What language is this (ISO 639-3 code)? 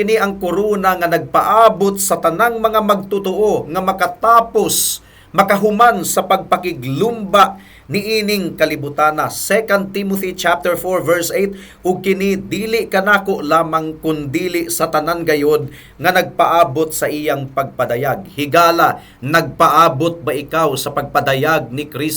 ceb